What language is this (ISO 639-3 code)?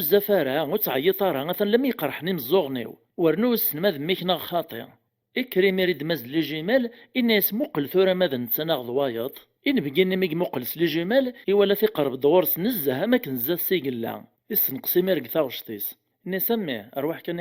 kab